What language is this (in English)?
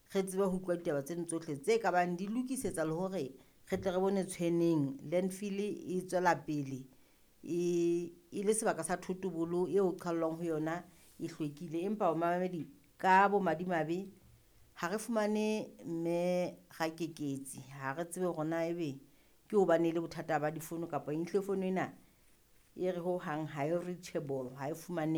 Southern Sotho